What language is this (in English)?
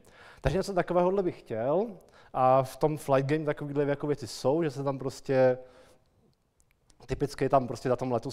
Czech